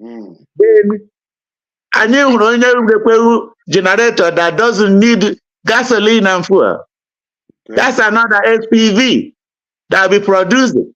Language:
Igbo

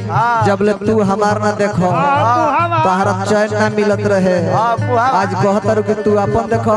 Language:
Bhojpuri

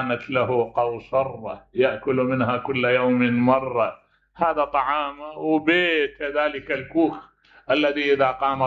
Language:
Mesopotamian Arabic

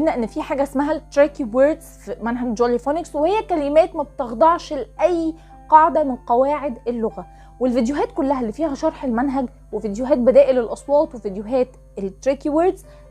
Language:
Egyptian Arabic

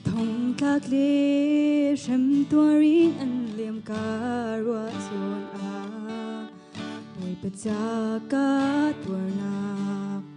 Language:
Hakha Chin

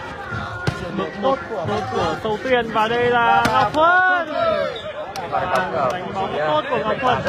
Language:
Vietnamese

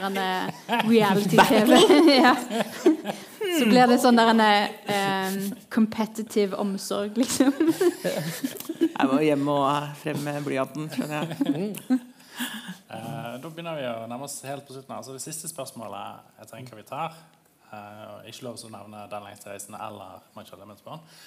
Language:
Norwegian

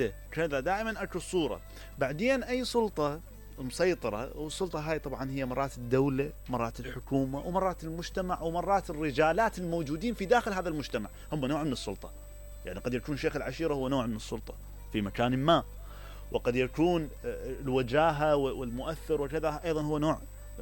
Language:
Mesopotamian Arabic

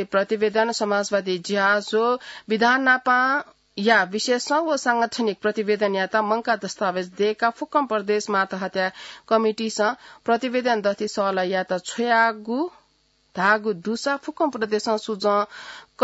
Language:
Newari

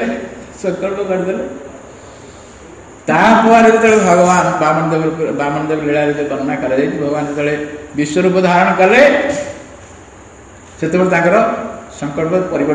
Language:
Odia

